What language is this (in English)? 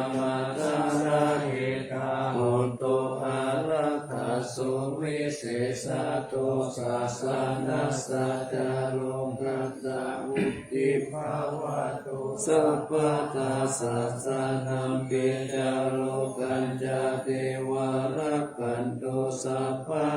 Pali